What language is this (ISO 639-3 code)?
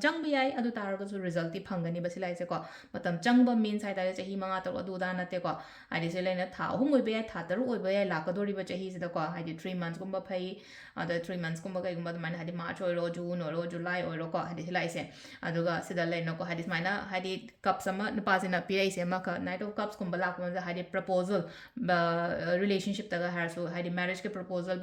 mni